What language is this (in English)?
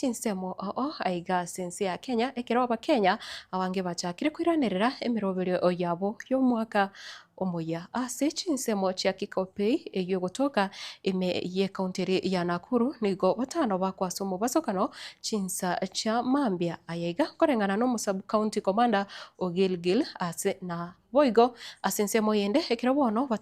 Gusii